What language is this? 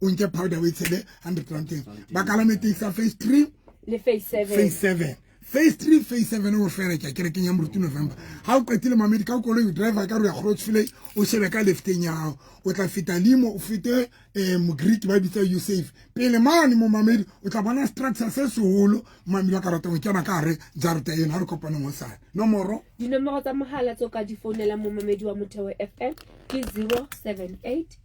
Southern Sotho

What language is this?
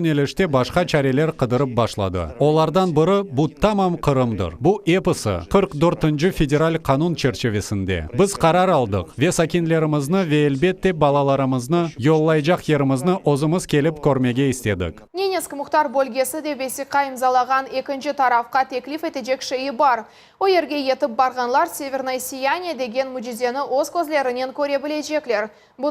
Crimean Tatar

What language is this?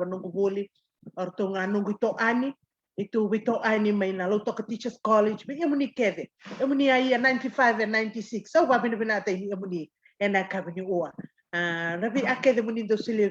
Fijian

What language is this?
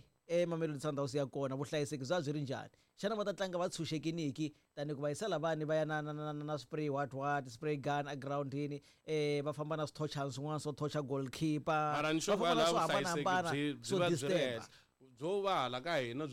Tsonga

